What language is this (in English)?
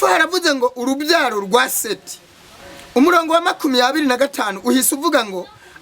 Kinyarwanda